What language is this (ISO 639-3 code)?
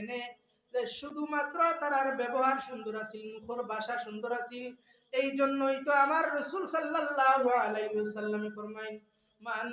syl